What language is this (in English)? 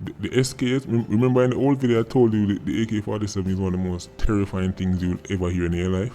Jamaican Creole English